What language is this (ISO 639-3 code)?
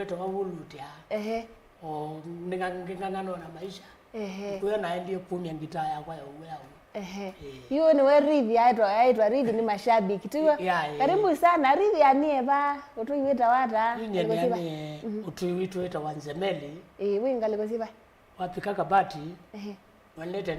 kam